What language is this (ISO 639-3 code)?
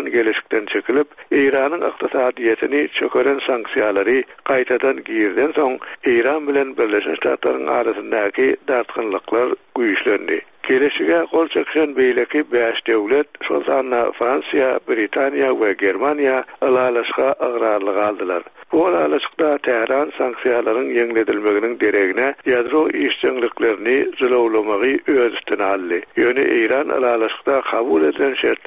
tuk